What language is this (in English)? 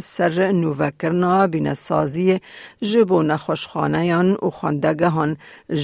Kurdish